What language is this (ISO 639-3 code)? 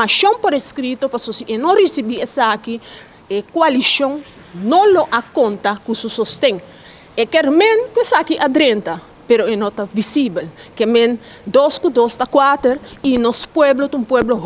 pap